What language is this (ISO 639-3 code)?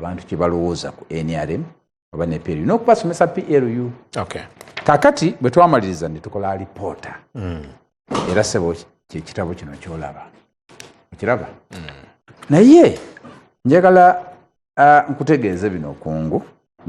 lug